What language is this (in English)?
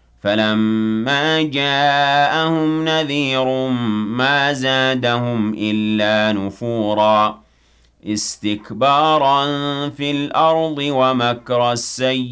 Arabic